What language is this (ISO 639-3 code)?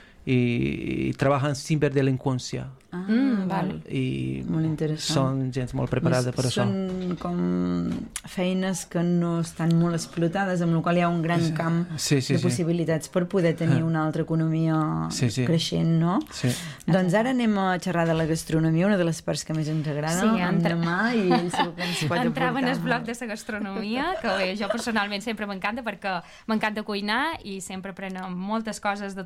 cat